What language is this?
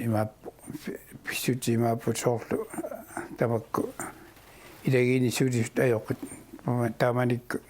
Kalaallisut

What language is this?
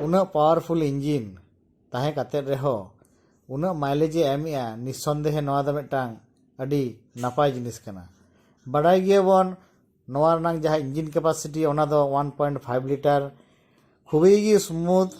Santali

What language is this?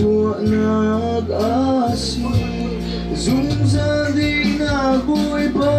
Hakha Chin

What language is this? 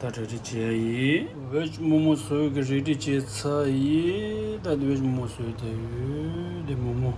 Tibetan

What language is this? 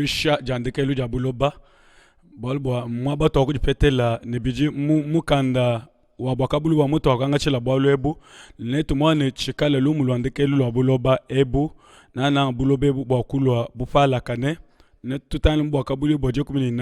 Luba-Lulua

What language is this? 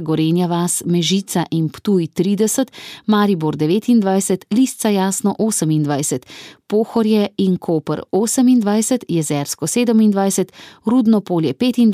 Slovenian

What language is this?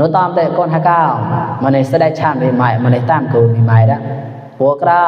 Mon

